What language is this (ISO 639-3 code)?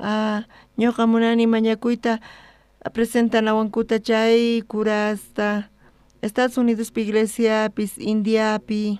quh